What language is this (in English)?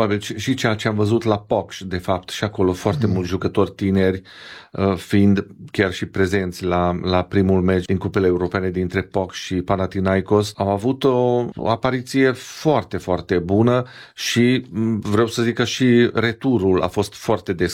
Romanian